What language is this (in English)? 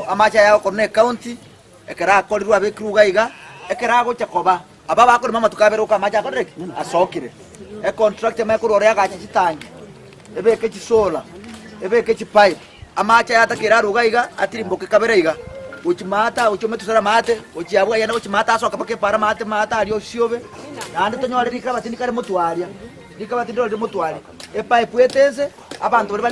Gusii